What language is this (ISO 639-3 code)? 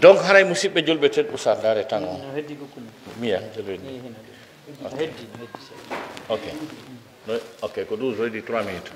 fuf